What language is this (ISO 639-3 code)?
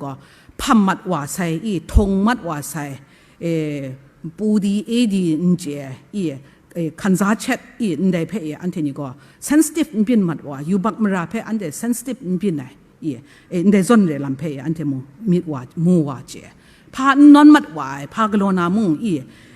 kac